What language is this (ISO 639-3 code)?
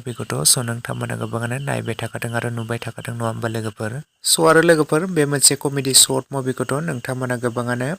brx